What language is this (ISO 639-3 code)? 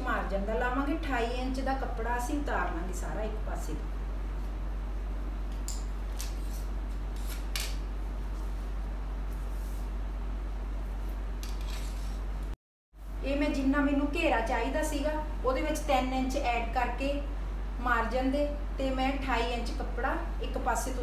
pan